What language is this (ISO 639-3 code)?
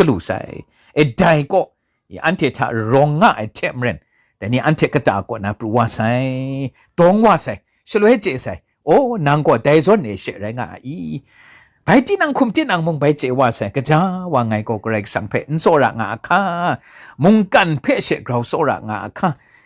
kac